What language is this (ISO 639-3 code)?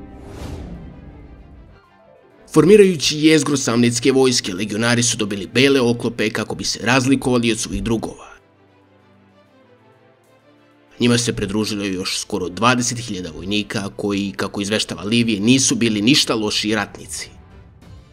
srp